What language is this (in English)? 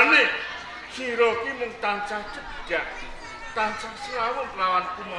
Javanese